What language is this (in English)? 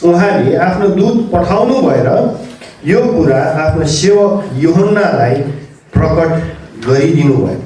Nepali